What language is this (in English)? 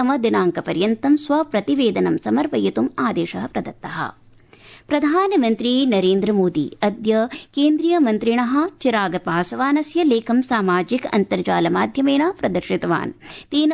Sanskrit